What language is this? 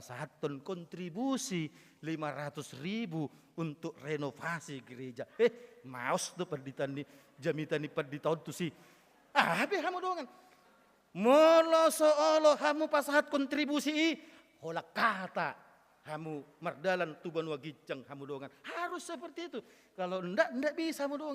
Batak Toba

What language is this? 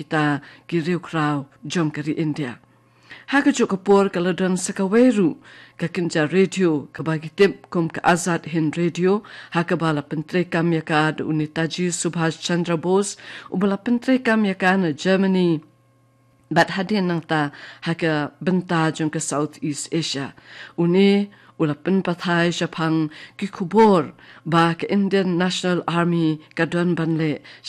Khasi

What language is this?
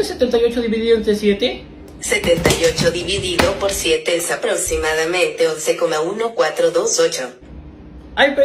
Spanish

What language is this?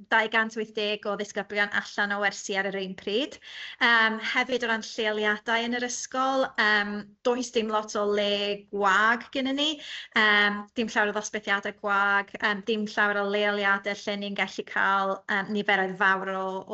Welsh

